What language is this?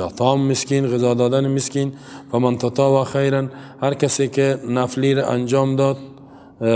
Persian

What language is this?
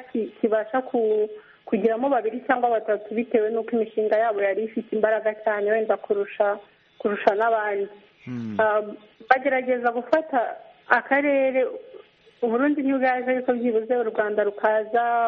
Kinyarwanda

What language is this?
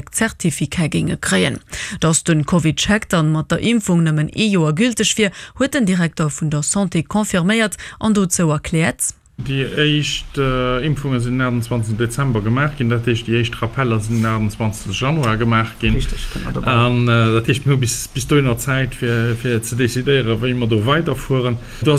Luxembourgish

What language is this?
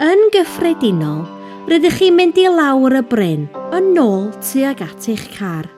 Welsh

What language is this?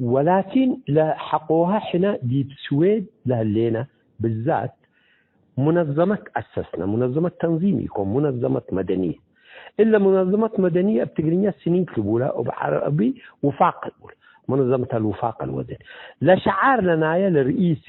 Tigre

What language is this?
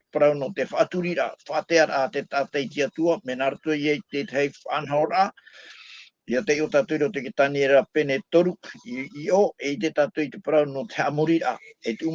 Tahitian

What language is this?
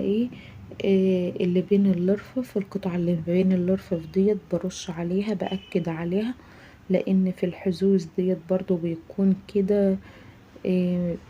Egyptian Arabic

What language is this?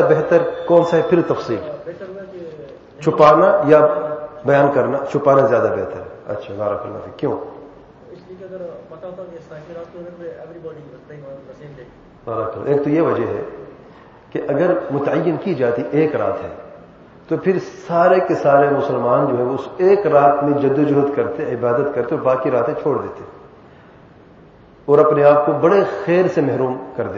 Urdu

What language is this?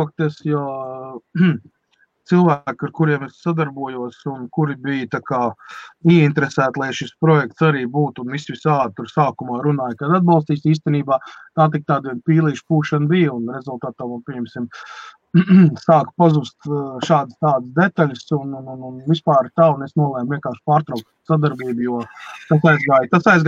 Latvian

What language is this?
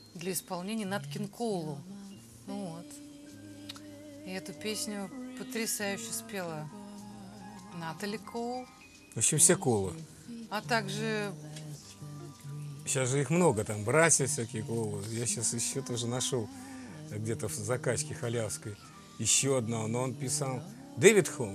Russian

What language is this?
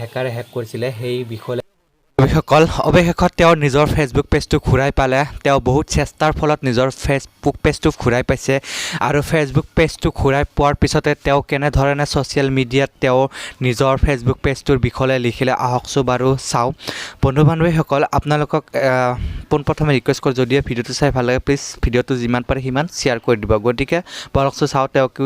Assamese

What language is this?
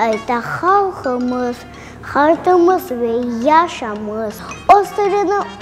Crimean Tatar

